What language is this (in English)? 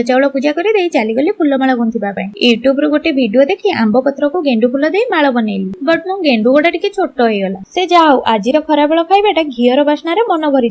Odia